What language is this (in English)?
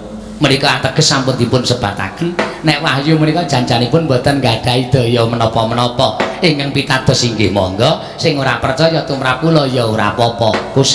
Javanese